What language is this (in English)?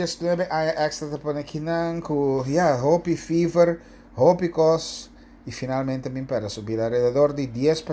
Papiamento